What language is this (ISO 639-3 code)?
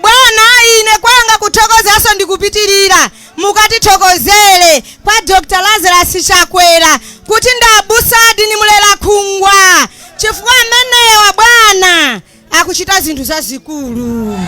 nya